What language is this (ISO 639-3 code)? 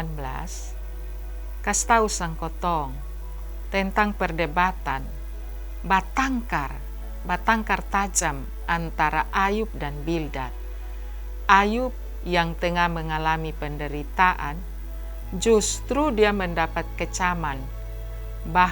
mkn